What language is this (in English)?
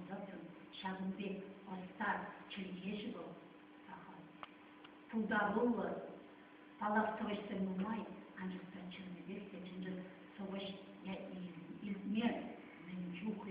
Chuvash